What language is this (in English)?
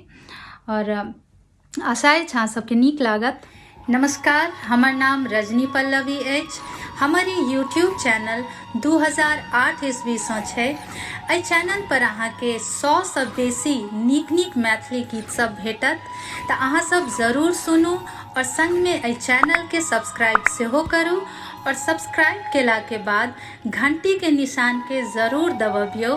Maithili